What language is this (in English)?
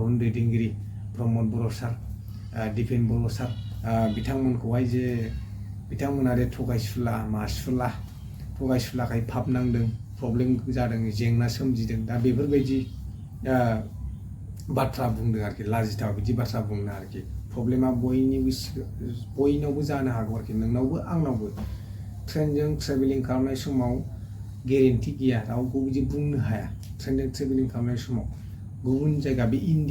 Bodo